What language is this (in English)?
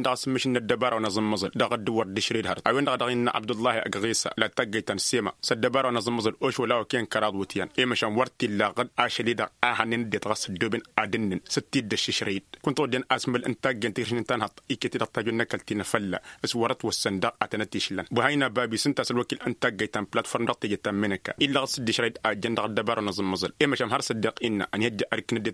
Tamasheq